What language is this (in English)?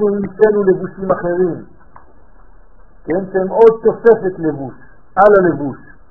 Hebrew